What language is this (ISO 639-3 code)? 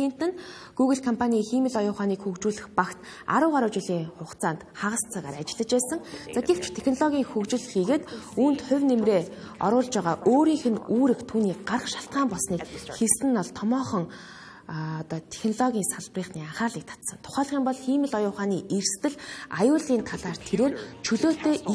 mon